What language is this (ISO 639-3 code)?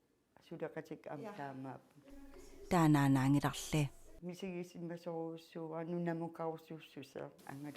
kal